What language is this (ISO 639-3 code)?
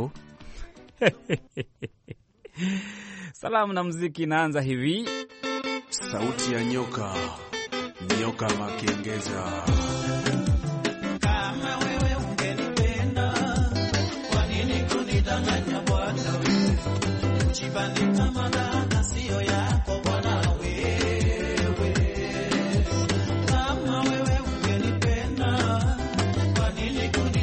swa